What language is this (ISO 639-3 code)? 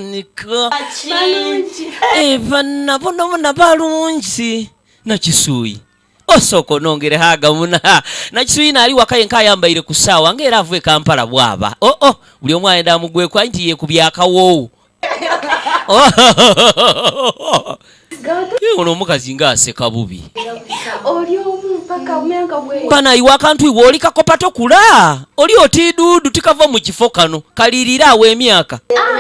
lug